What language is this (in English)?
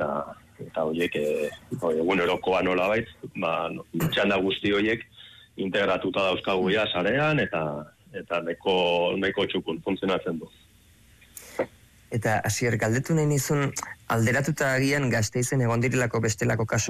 Basque